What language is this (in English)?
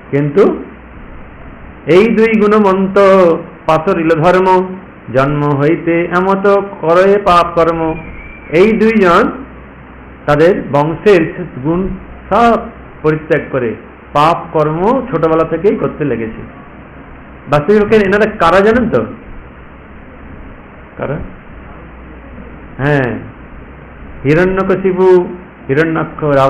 Bangla